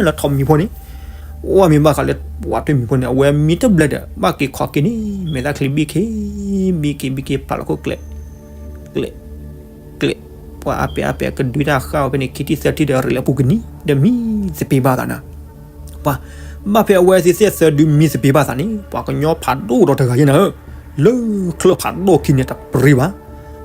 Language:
S'gaw Karen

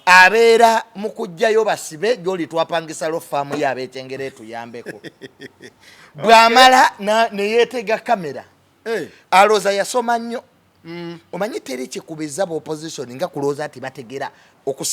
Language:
Ganda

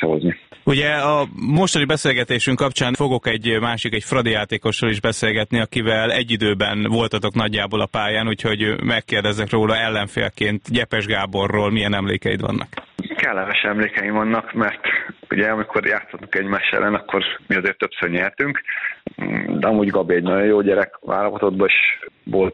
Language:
Hungarian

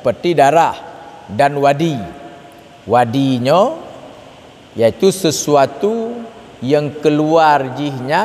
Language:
Achinese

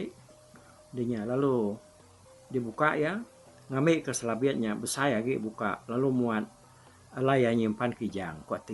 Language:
Iban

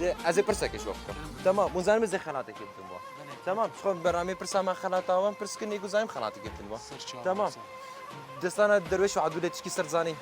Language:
Kurdish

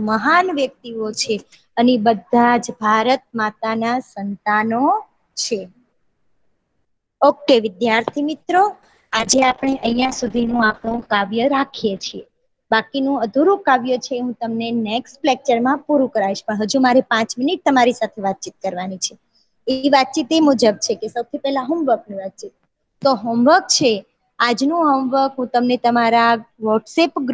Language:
Gujarati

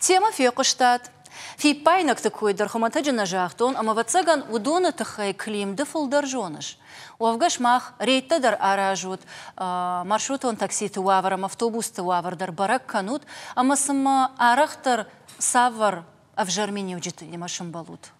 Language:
Ossetic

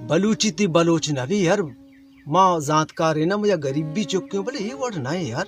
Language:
Baluchi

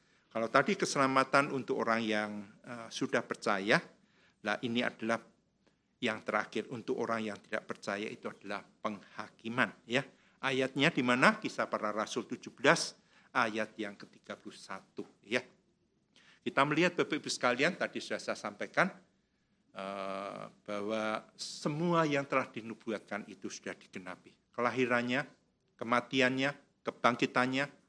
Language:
Indonesian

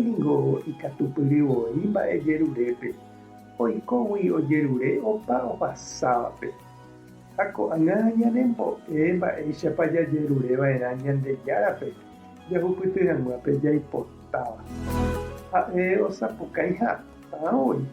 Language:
Guarani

